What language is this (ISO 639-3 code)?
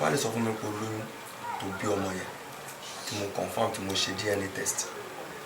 yor